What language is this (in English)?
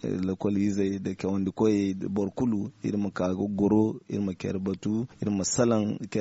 Zarma